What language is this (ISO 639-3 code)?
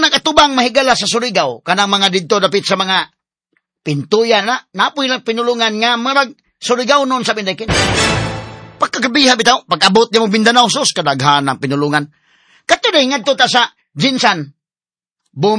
ceb